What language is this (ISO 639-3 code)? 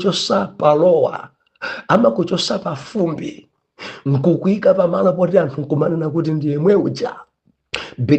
nya